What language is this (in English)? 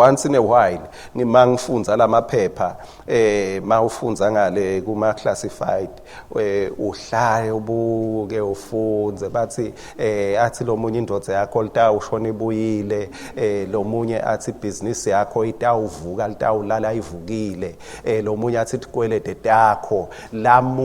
Swati